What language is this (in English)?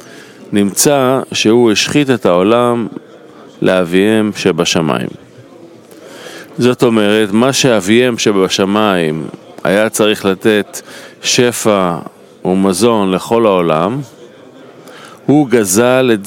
Hebrew